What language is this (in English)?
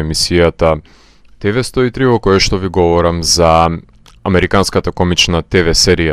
Macedonian